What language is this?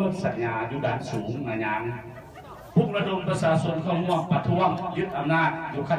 Lao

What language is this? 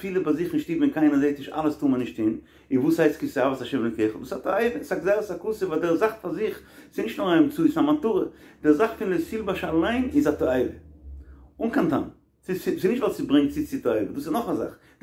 Yiddish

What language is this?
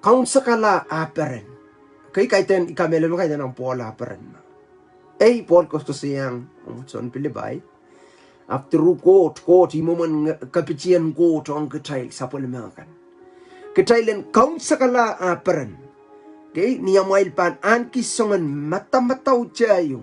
Pohnpeian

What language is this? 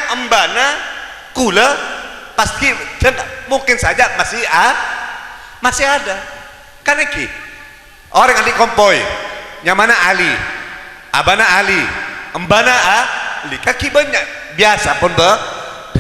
Madurese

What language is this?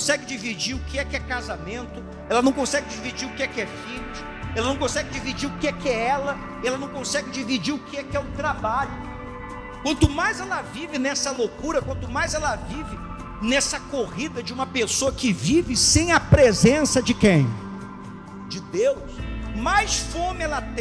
Portuguese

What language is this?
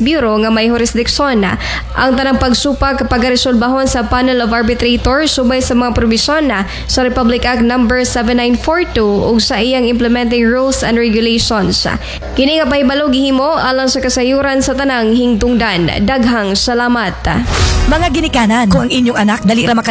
Cebuano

